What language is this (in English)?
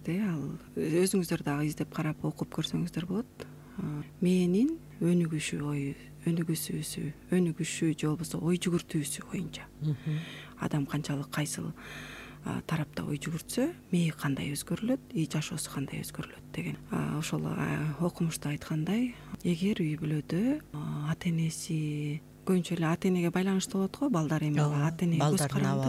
Kyrgyz